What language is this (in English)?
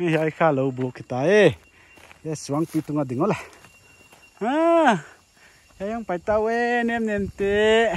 Paite Chin